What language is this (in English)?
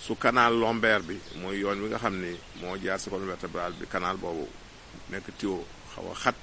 Wolof